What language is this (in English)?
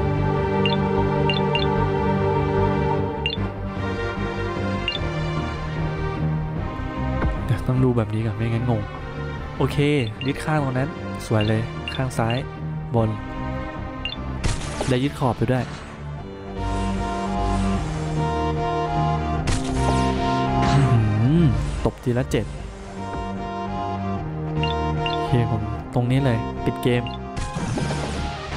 Thai